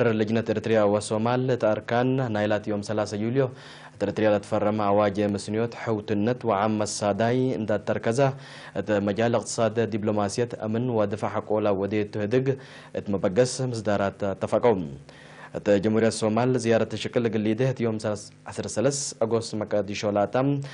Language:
Tigre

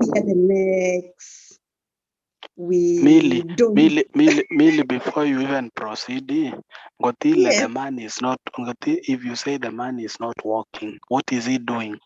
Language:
Kalenjin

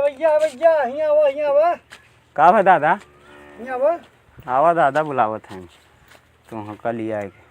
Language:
Awadhi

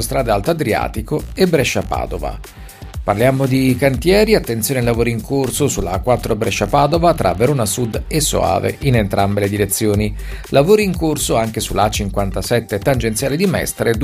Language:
Italian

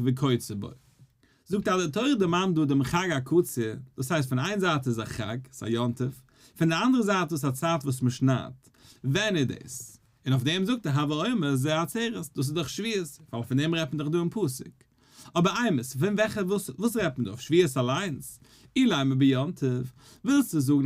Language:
Yiddish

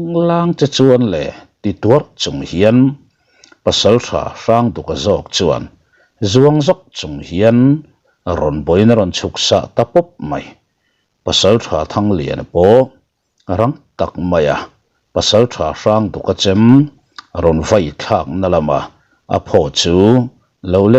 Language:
Mizo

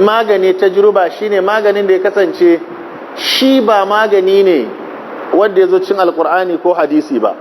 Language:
Hausa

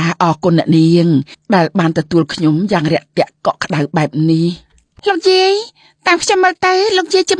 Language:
Khmer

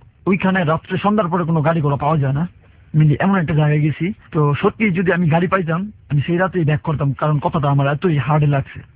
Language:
Bangla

